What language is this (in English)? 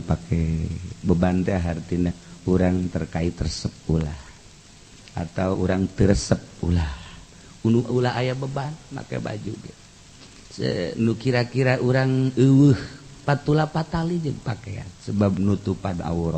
Sundanese